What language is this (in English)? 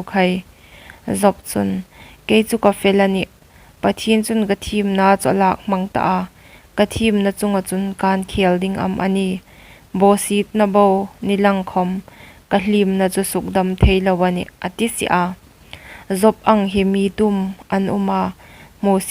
Hmar